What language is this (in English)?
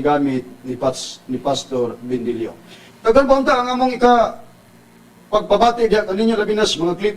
Cebuano